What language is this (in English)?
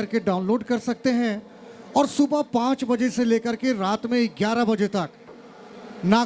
Sadri